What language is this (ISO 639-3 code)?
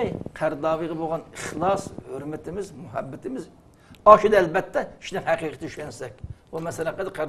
uig